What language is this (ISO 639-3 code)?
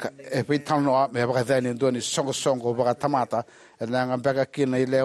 fij